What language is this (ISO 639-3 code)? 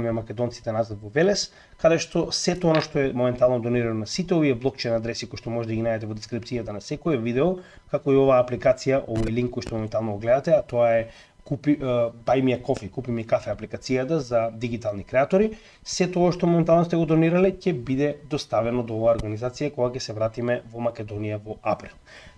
mkd